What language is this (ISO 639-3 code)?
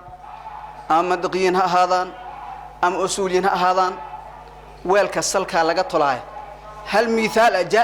som